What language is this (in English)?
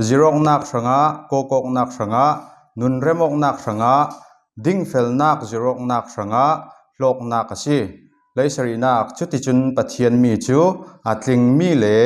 Falam Chin